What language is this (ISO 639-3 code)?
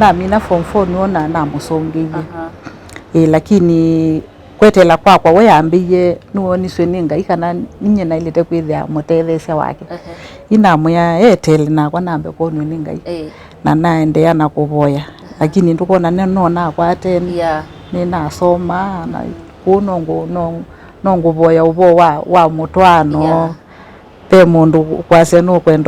kam